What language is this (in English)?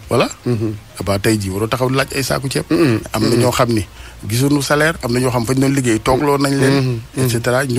Wolof